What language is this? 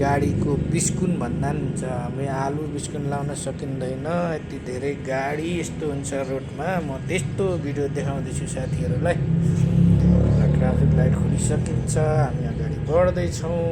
Nepali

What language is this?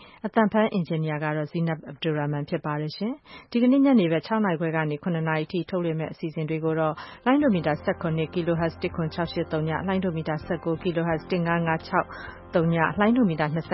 Burmese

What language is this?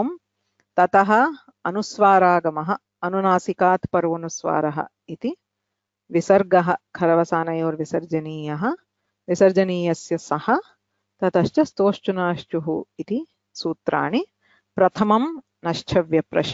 Sanskrit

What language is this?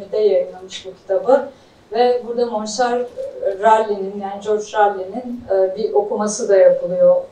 Turkish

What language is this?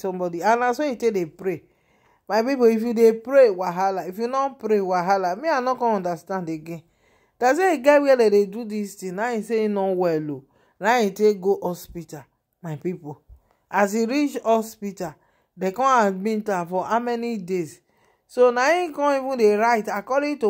Nigerian Pidgin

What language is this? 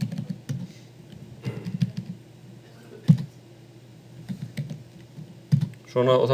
Icelandic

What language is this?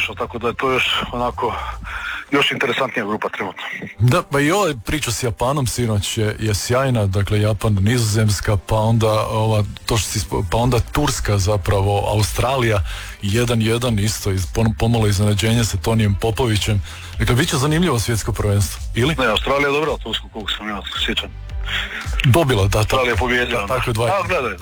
Croatian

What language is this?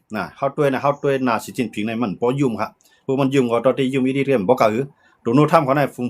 Shan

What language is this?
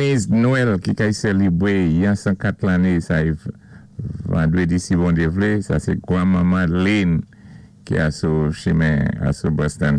Saint Lucian Creole French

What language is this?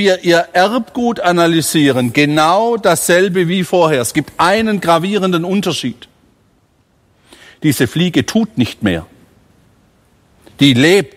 German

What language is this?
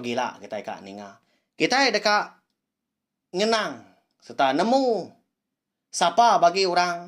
Iban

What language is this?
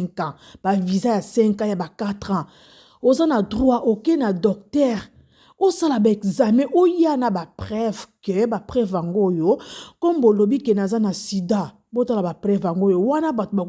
Lingala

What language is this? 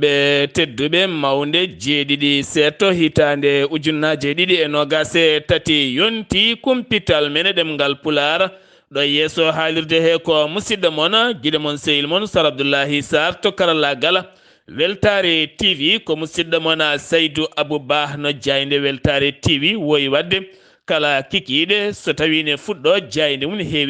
Fula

